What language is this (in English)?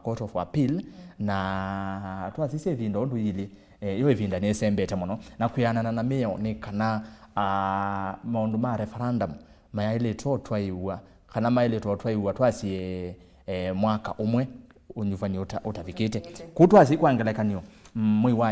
Kamba